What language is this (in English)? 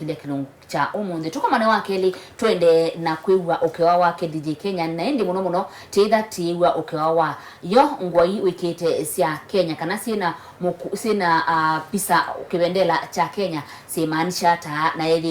Kamba